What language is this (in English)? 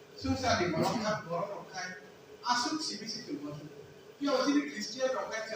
Kok Borok